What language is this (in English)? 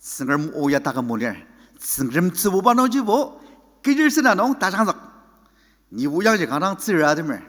Ao Naga